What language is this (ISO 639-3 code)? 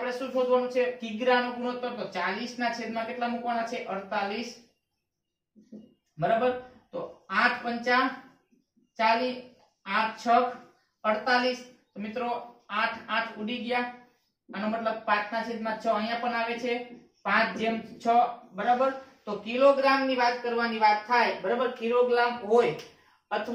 guj